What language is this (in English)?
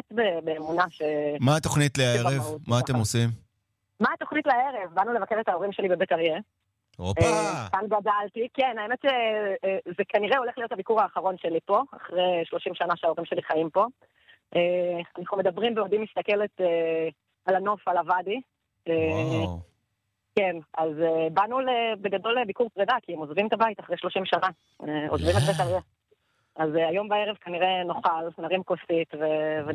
Hebrew